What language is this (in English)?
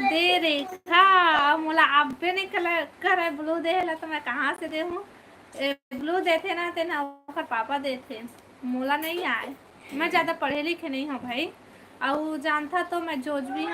Chhattisgarhi